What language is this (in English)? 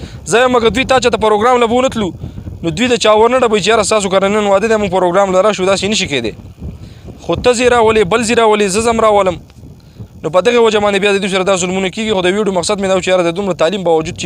Pashto